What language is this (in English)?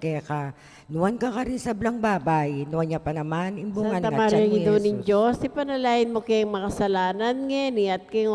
Pampanga